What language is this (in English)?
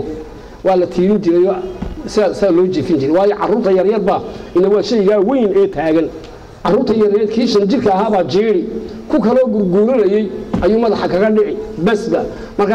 Somali